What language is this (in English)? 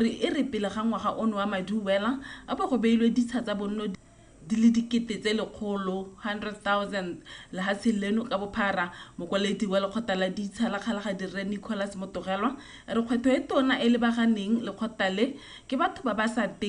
Tswana